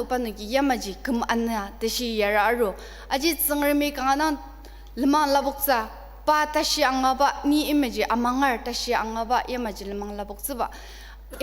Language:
Ao Naga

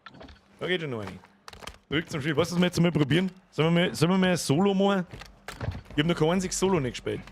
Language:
Bavarian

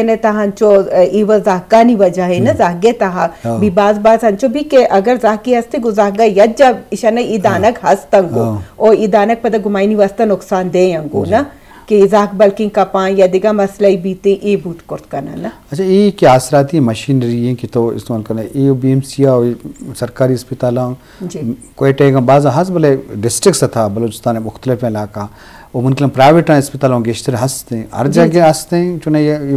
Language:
Eastern Balochi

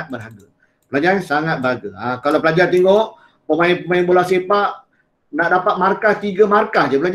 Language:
Malay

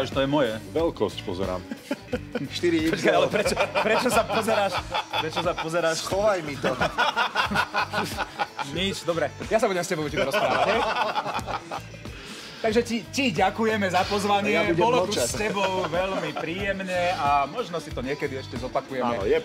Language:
Slovak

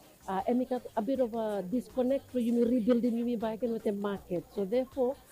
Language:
Bislama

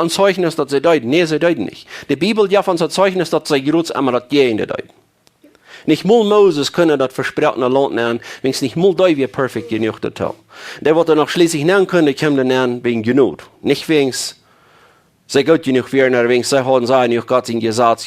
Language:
Plautdietsch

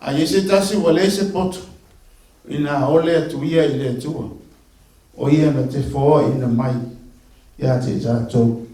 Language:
Samoan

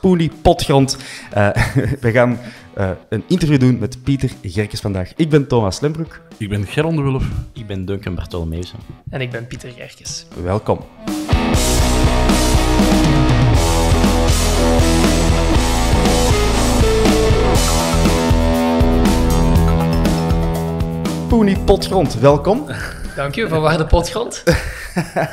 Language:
Dutch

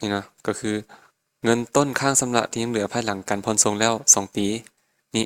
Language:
Lao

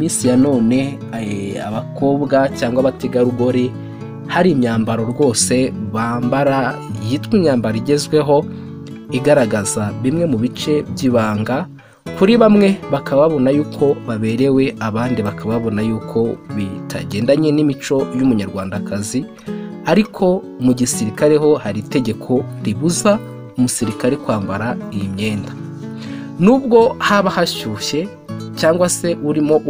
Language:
Kinyarwanda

